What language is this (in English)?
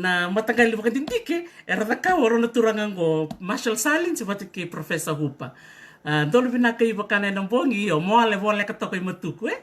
Fijian